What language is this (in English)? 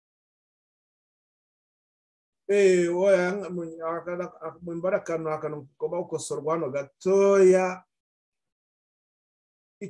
Kinyarwanda